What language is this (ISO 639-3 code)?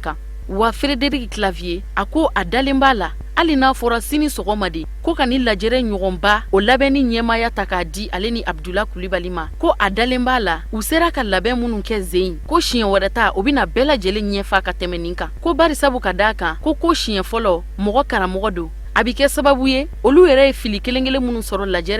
bam